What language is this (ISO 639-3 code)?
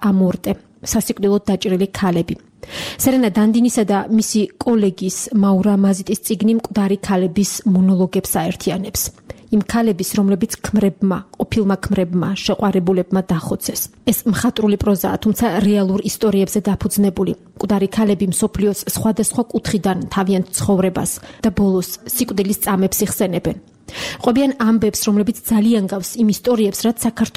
kat